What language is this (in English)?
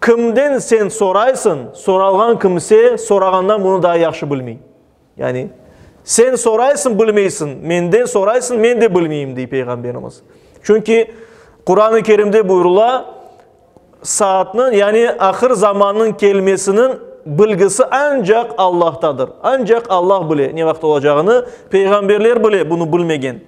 Crimean Tatar